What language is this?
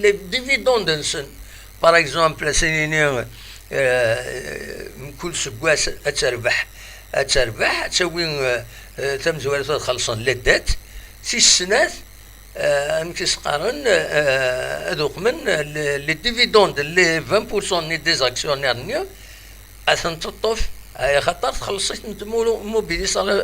Kabyle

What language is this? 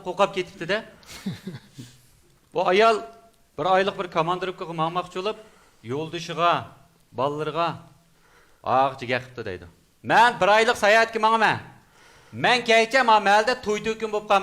Uyghur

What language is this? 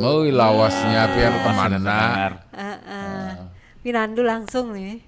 Banjar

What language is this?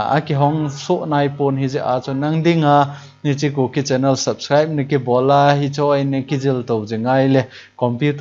Thado Chin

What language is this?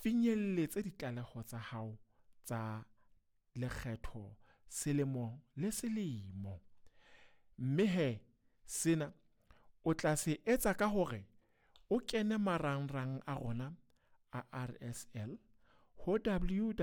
Southern Sotho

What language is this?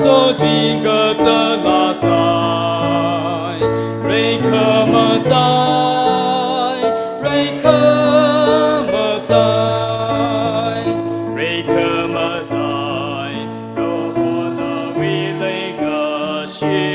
Tangkhul Naga (India)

